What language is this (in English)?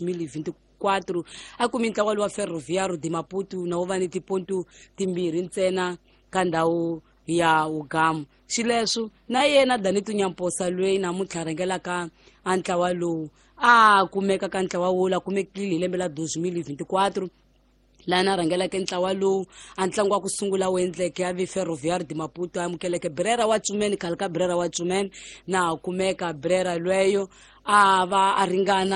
Tsonga